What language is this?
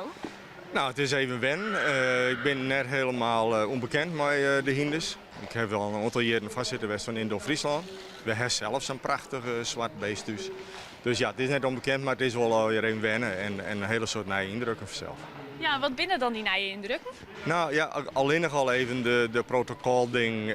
Western Frisian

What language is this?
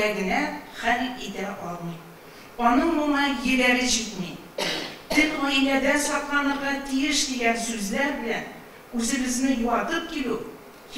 Tatar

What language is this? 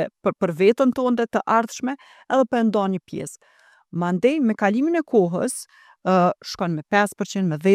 Albanian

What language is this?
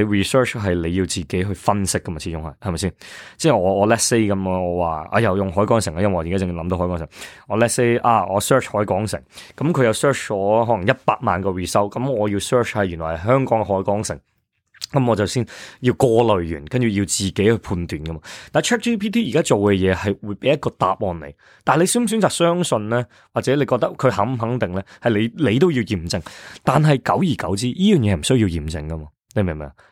Cantonese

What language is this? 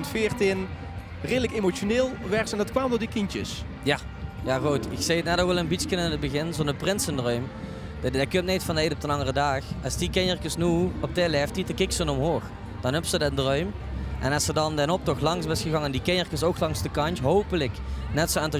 Limburgish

